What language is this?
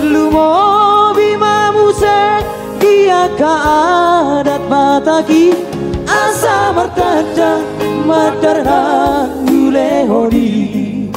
Batak Toba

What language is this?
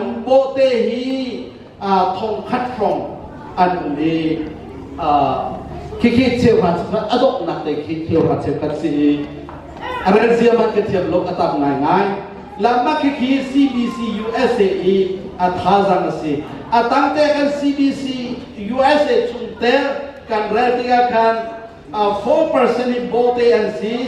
Hakha Chin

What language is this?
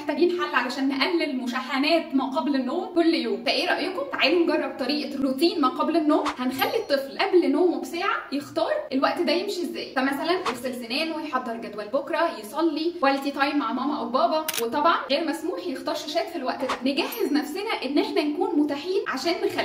Egyptian Arabic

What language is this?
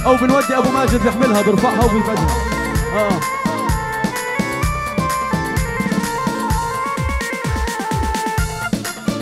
South Levantine Arabic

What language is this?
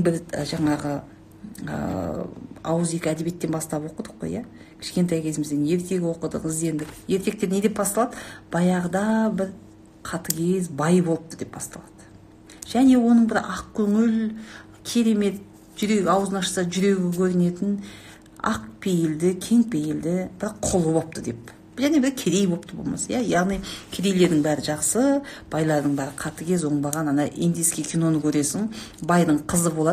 Kazakh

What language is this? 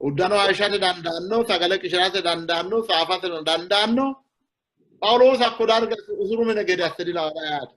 Sidamo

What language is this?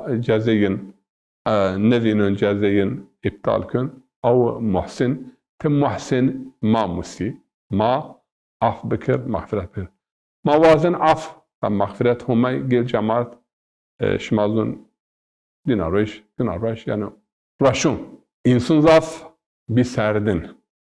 Zaza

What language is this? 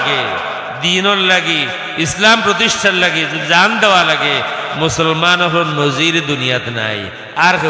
Sylheti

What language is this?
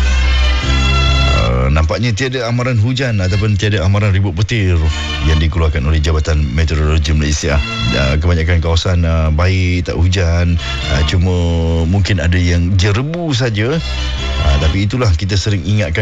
Malay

